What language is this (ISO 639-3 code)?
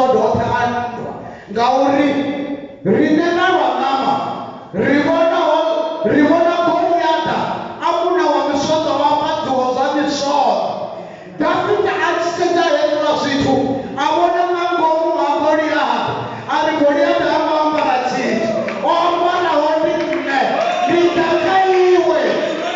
ven